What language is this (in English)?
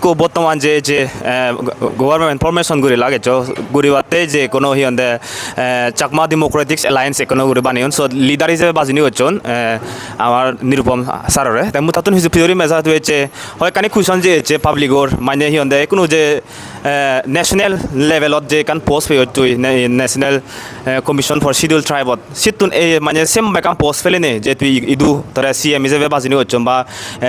Chakma